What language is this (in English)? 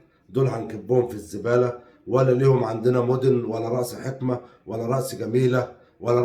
Egyptian Arabic